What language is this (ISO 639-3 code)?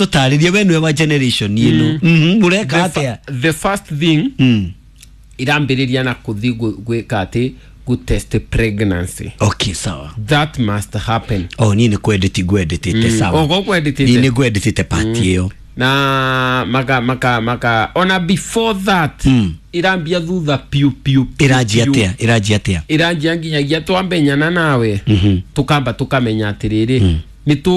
kik